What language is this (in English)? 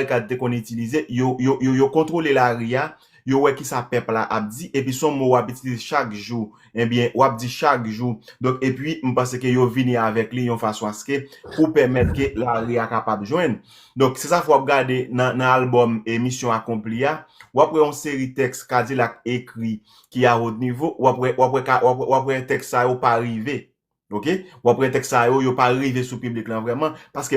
Haitian Creole